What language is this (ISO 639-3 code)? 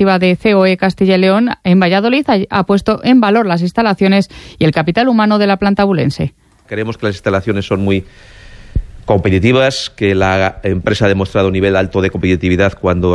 spa